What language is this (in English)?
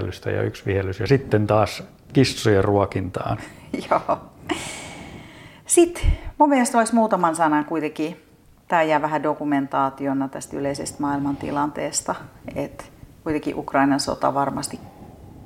Finnish